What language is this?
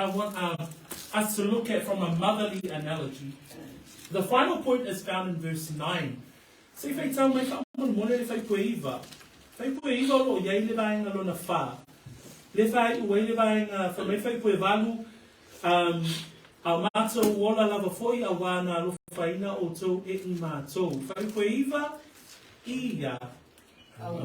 Samoan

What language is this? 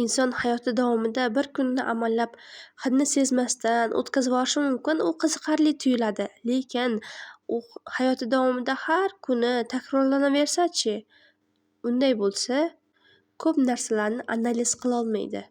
Uzbek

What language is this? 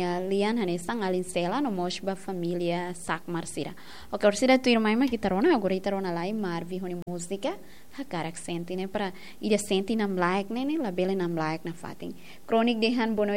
Tetum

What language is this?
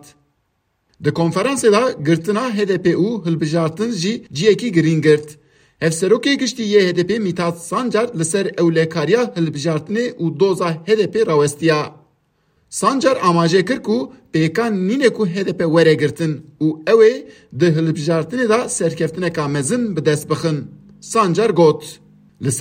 Kurdish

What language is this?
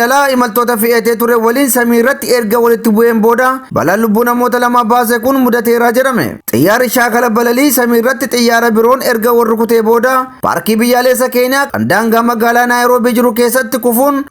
Oromo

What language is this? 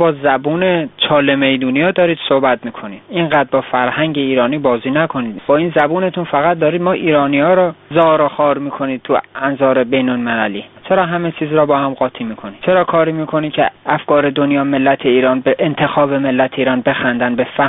Persian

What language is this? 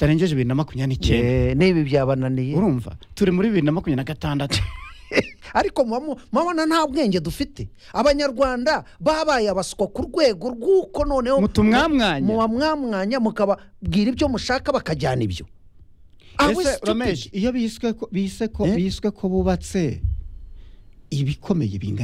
Kinyarwanda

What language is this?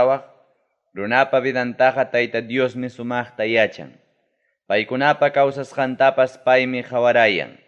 Ayacucho Quechua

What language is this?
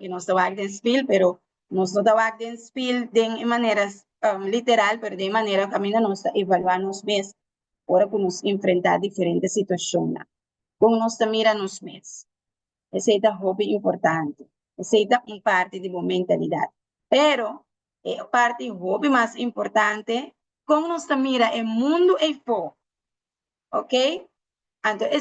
Papiamento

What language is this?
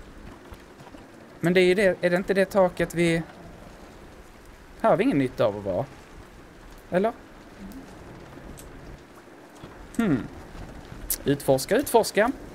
Swedish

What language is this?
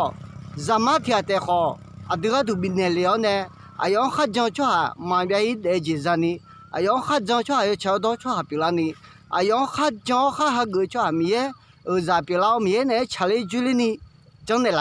Akha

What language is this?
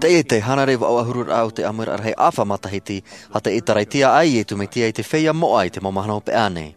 Tahitian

